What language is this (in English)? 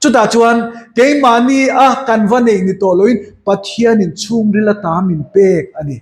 Mizo